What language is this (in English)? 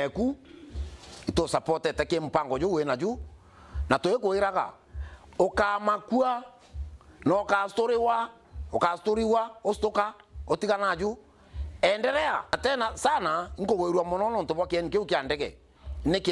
Meru